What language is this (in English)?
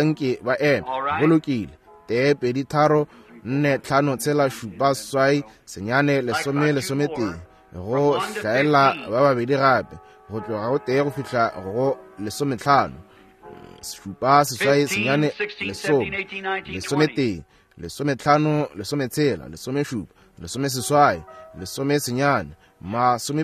Northern Sotho